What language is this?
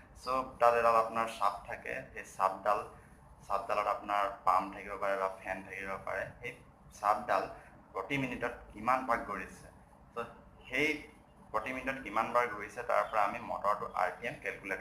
Assamese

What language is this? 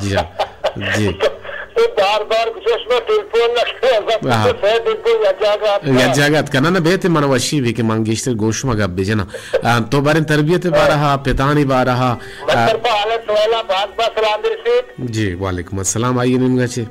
Baluchi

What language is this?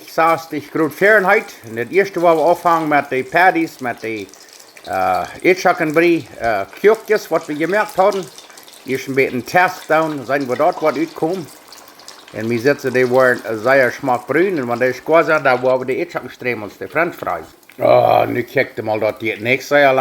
Plautdietsch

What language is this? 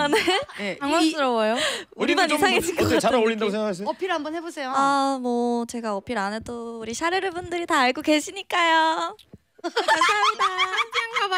Korean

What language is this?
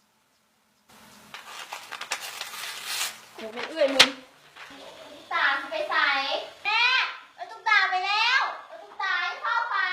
Lao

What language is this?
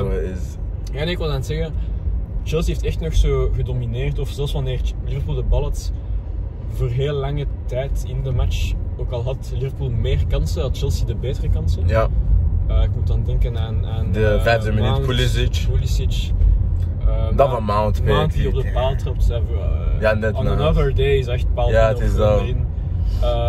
Dutch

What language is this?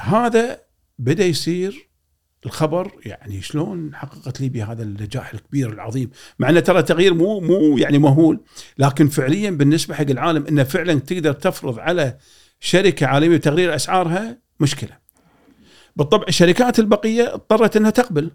Gulf Arabic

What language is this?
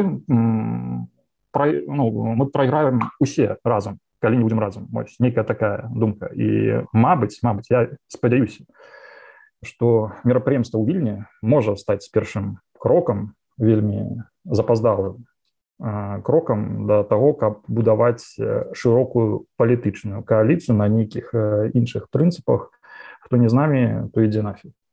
Belarusian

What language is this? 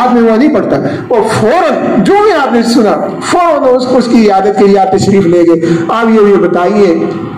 Urdu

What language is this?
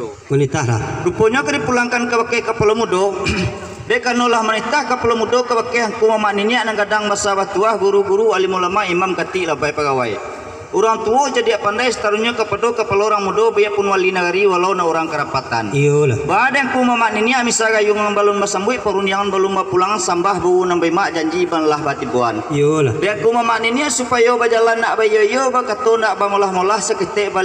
Minangkabau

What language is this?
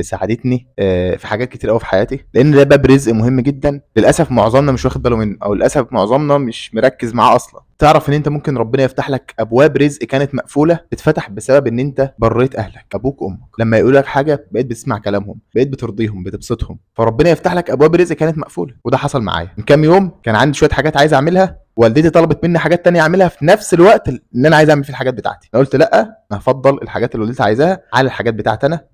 Egyptian Arabic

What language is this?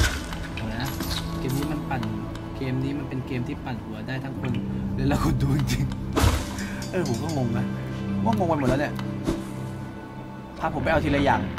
Thai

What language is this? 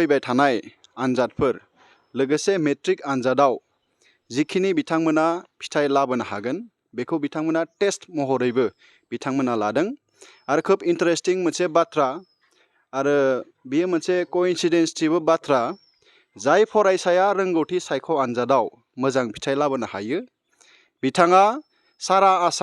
Bodo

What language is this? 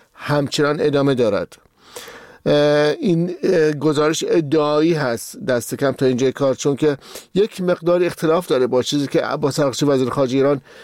Persian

